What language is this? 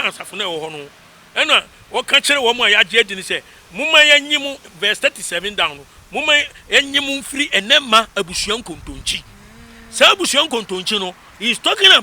Akan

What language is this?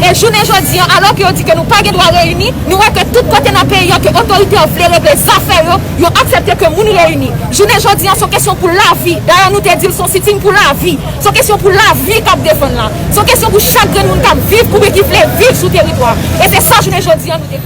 Haitian Creole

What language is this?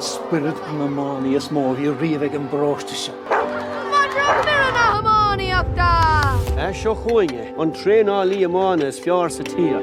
Irish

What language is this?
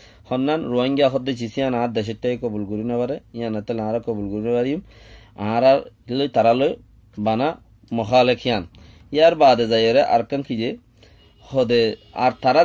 Rohingya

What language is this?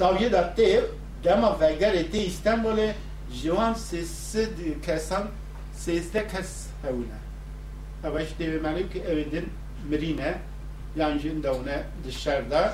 Kurdish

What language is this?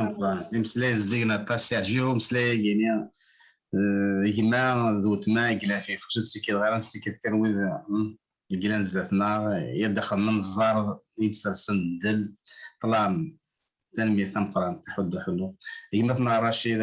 Kabyle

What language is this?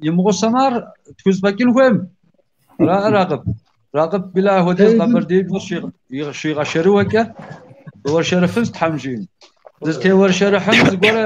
Kabardian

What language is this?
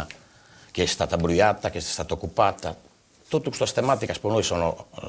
Sardinian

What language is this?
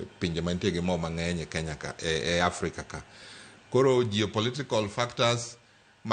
Luo (Kenya and Tanzania)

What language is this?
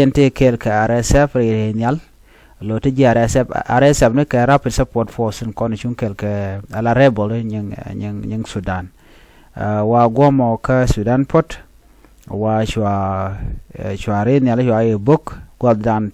Nuer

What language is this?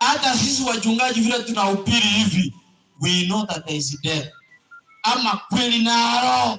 Gusii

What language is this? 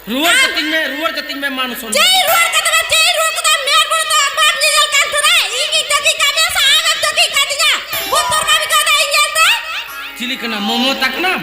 Santali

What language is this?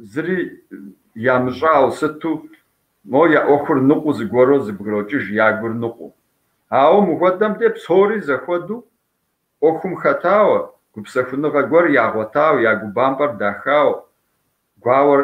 Kabardian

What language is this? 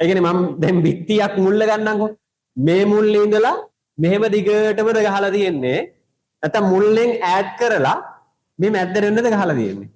Sinhala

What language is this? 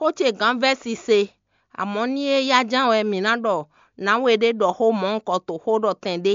Fon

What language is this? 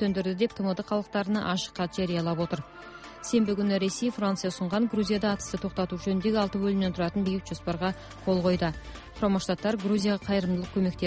Kazakh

